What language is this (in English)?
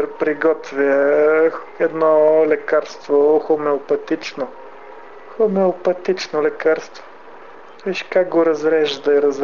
Bulgarian